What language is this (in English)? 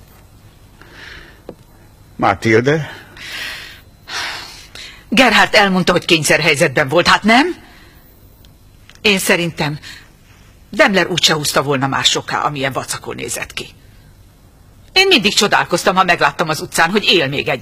Hungarian